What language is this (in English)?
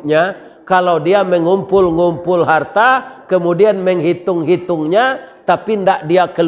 Minangkabau